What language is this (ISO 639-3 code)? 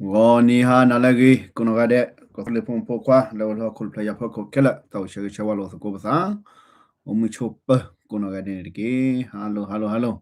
ksw